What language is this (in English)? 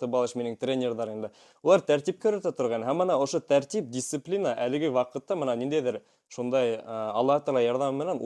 Bashkir